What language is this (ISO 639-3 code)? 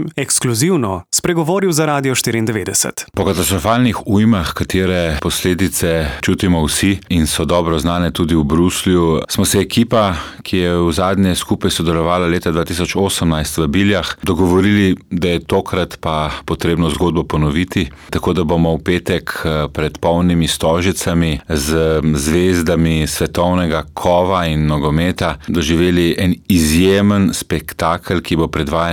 slv